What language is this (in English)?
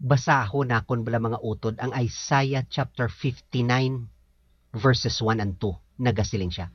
Hiligaynon